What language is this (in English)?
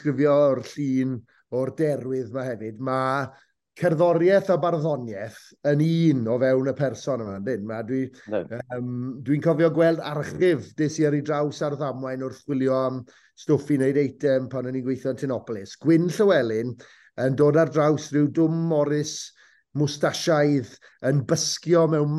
Welsh